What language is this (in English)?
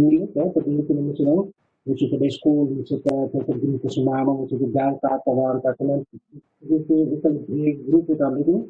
Papiamento